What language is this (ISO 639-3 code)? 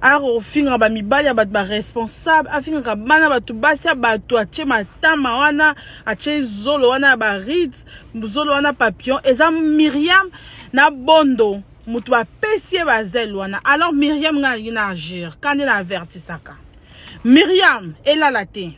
lin